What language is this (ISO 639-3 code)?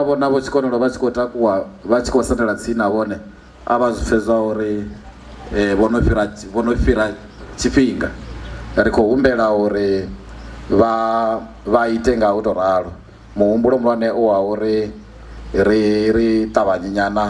ven